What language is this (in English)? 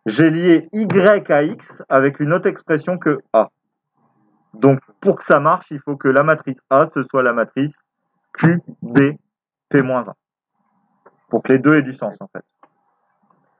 French